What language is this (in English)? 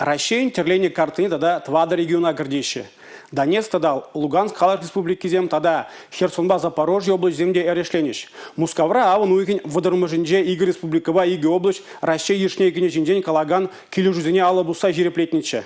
Chuvash